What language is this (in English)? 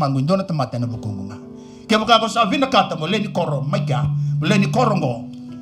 Fijian